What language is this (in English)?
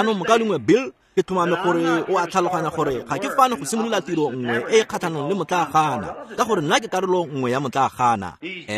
Tswana